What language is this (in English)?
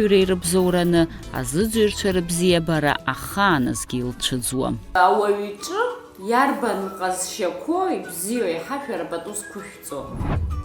Abkhazian